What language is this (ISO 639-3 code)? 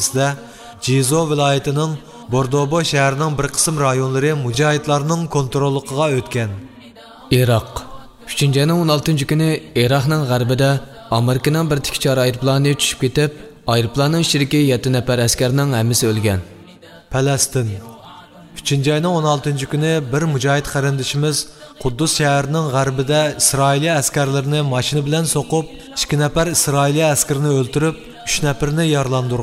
uig